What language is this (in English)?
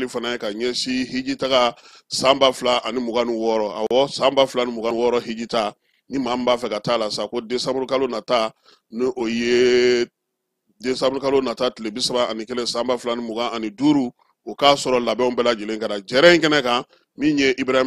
Bambara